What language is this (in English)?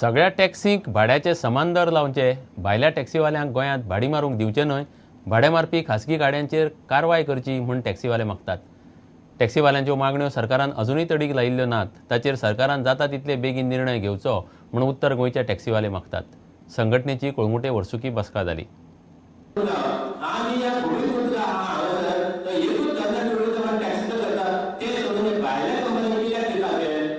Konkani